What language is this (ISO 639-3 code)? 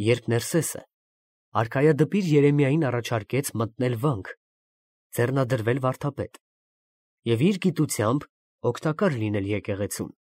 hye